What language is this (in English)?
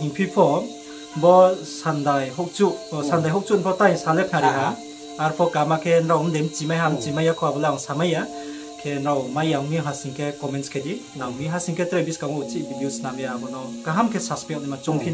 Riang (India)